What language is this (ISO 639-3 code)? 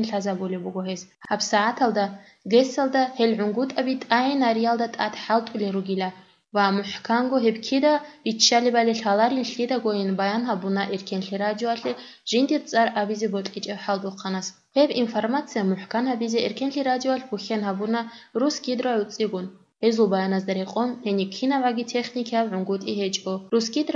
ava